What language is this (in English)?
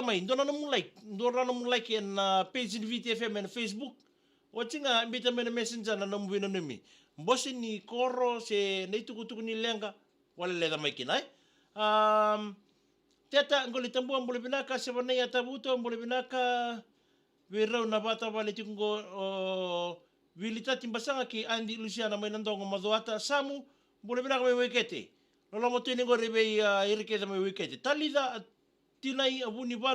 Fijian